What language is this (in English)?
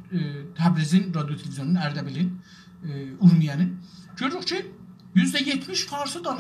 South Azerbaijani